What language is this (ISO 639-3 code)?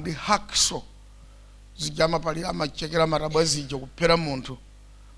nya